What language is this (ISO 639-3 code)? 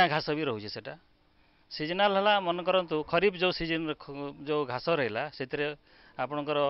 ori